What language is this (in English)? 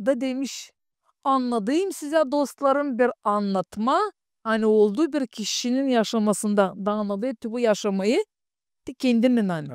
Gagauz